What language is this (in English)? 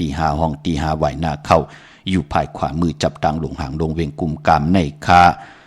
Shan